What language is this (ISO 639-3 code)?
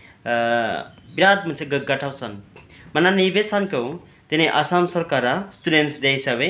brx